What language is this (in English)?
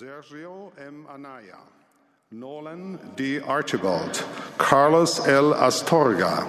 Tahitian